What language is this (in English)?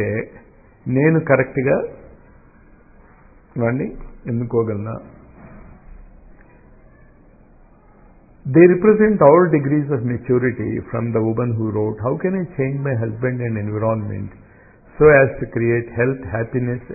Telugu